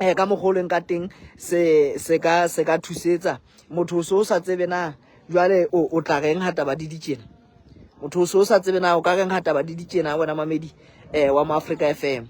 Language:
Southern Sotho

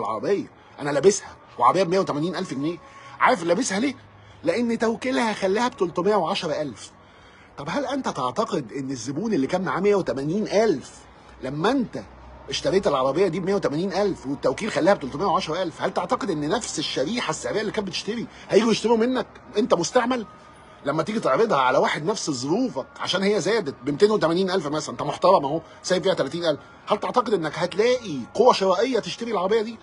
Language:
Egyptian Arabic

